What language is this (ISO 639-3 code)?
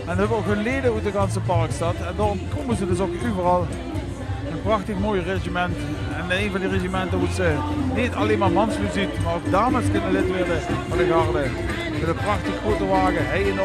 lim